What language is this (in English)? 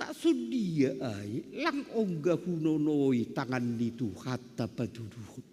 Batak Simalungun